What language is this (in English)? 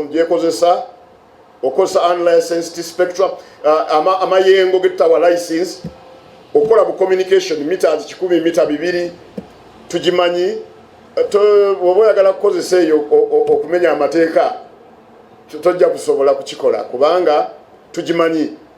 Ganda